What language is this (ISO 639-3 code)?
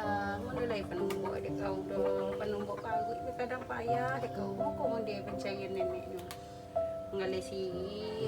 min